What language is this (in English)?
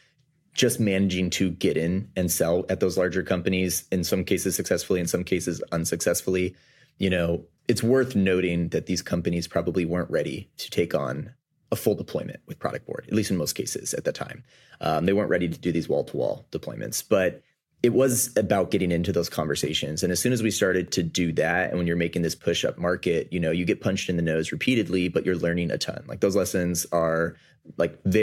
English